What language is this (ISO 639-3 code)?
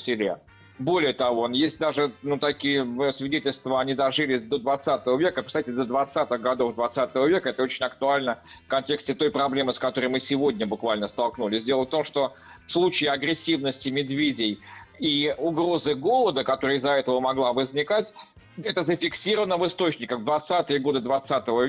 rus